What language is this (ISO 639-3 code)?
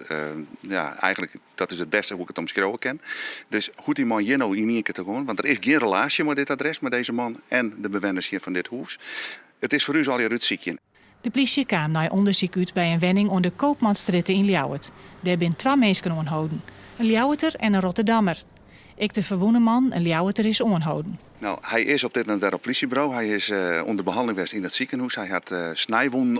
fry